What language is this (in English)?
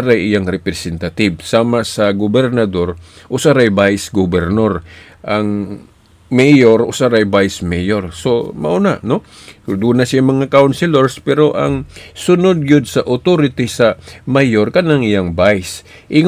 Cebuano